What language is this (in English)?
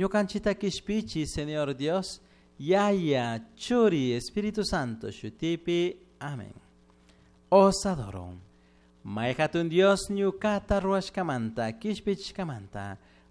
Chimborazo Highland Quichua